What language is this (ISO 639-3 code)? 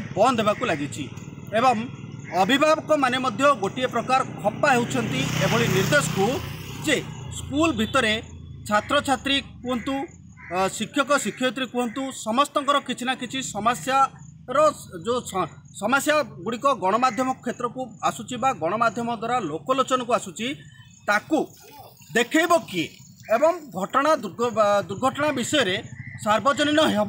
ori